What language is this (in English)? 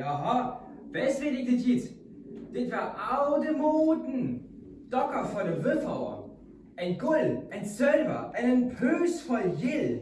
Northern Frisian